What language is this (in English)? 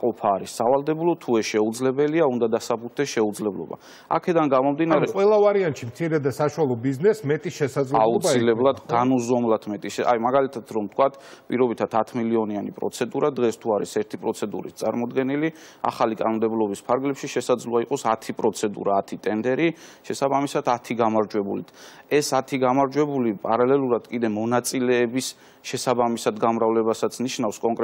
Georgian